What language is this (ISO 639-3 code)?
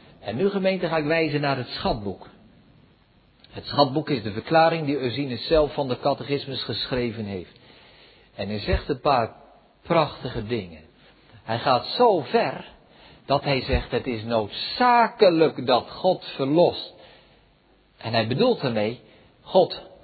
nld